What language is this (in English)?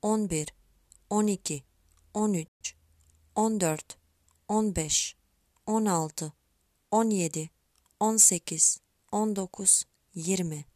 Macedonian